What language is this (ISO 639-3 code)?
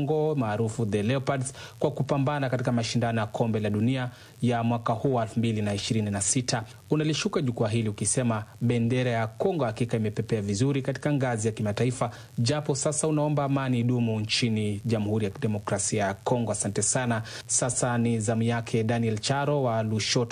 swa